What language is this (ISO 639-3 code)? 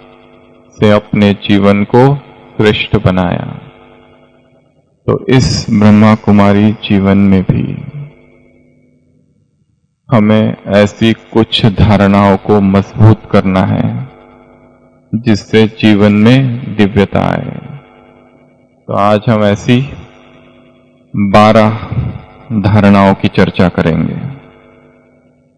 hin